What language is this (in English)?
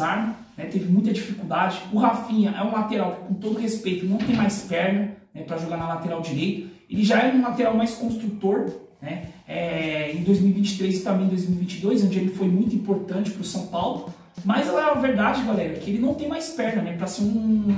Portuguese